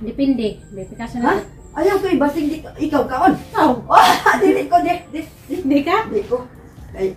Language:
Cebuano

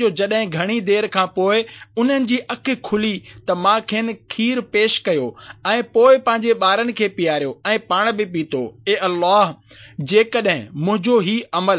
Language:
Sindhi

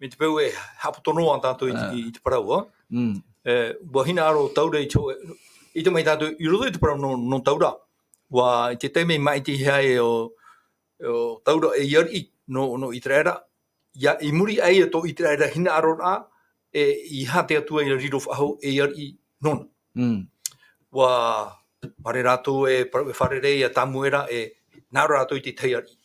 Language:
Tahitian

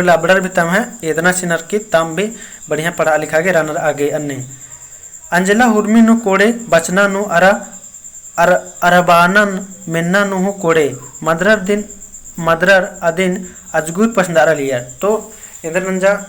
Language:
Kurukh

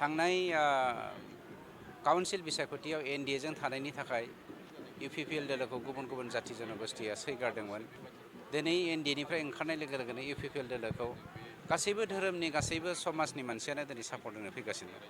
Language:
Bodo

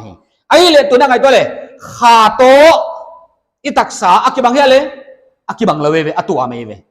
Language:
Paite Chin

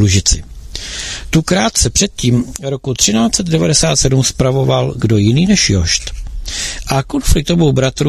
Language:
Czech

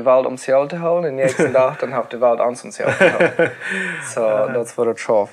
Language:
Plautdietsch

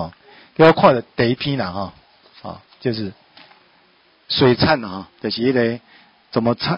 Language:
Min Nan Chinese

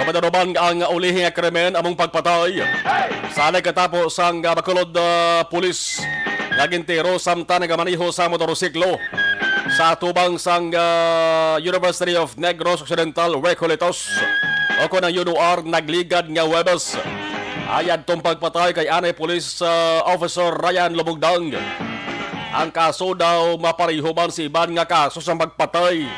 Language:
Hiligaynon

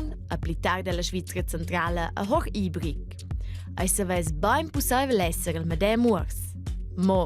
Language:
Romansh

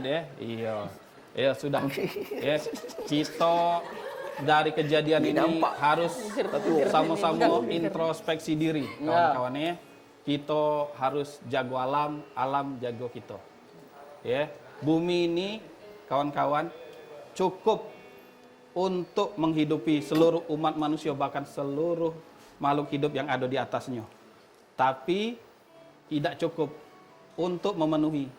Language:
Musi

